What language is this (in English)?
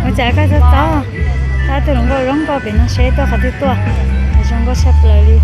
Hmong